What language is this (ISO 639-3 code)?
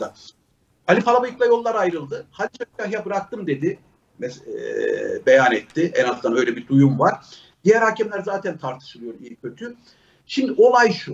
tur